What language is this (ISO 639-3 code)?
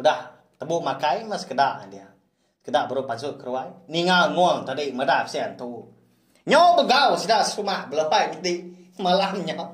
iba